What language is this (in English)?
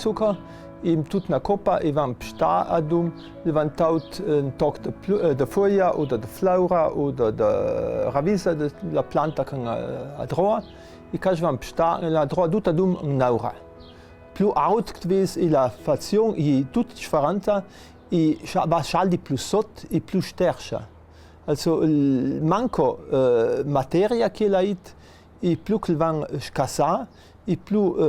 Ladin